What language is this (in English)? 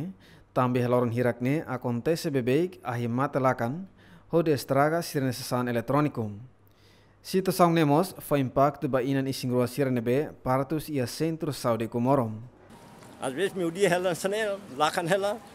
Tetum